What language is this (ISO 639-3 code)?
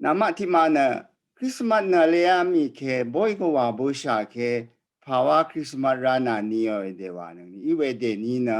raw